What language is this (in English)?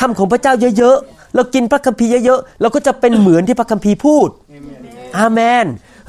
Thai